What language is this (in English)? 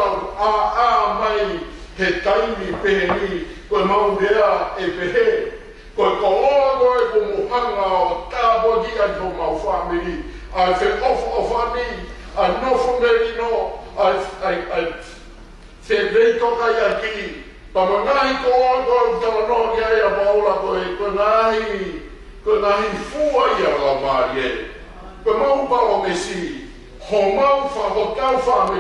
Tongan